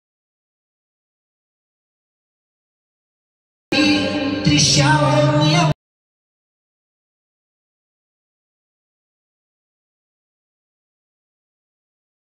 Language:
Russian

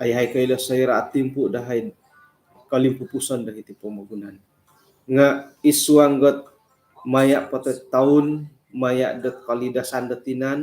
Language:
Central Dusun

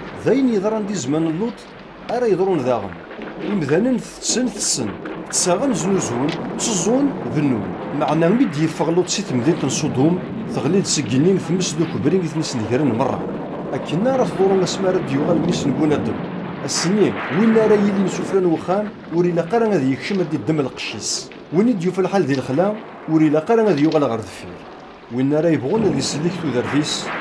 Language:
Kabyle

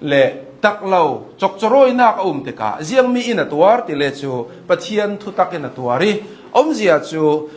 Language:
Hakha Chin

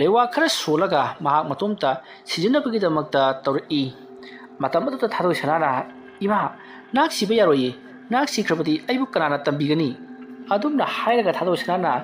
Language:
Manipuri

